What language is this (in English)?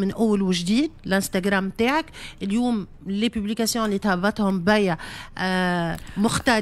Tunisian Arabic